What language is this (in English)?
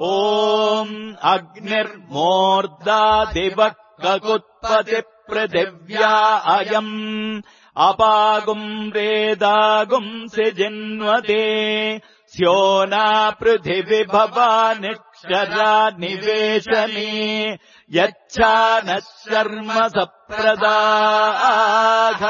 Sanskrit